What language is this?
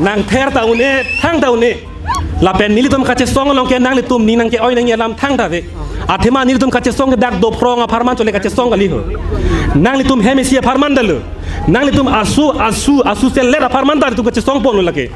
Karbi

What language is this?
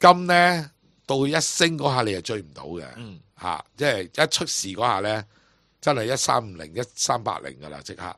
Cantonese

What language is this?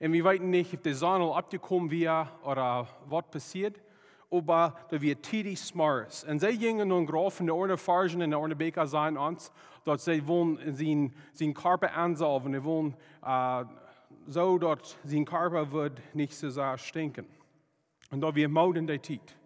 Plautdietsch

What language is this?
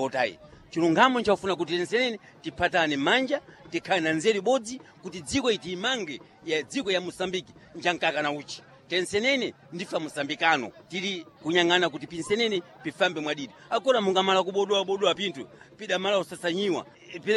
Sena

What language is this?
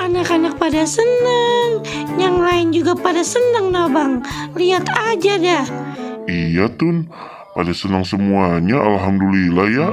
Betawi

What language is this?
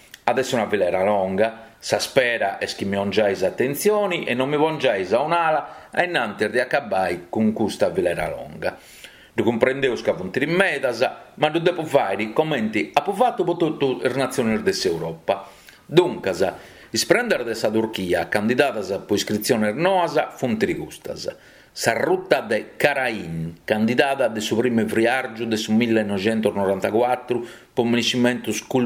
Sardinian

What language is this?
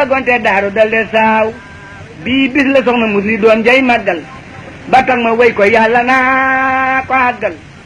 Wolof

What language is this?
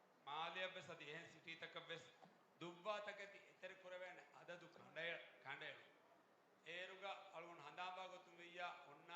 Divehi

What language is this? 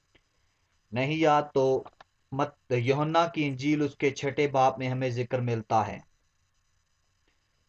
Urdu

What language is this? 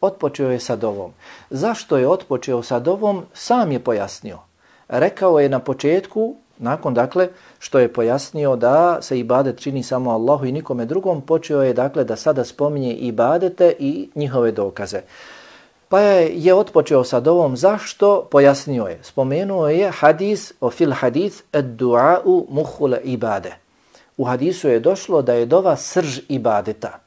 Bosnian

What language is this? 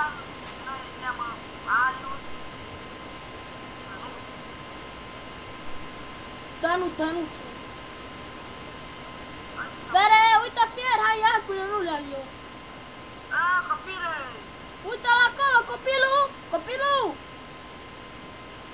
Romanian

